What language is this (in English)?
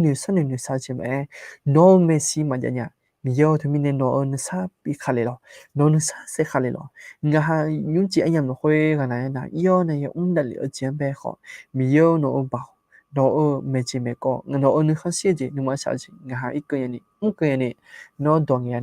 Akha